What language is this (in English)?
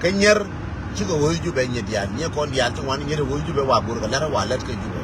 Nuer